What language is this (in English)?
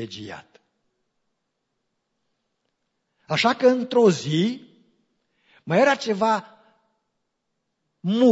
Romanian